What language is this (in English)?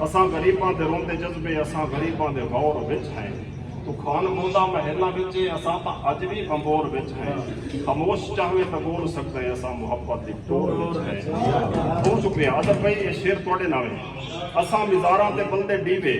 Saraiki